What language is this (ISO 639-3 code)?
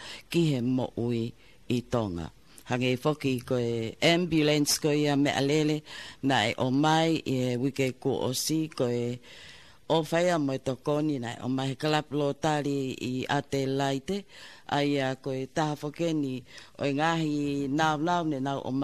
ton